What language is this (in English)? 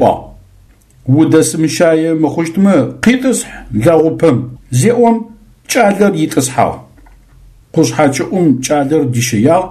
Adyghe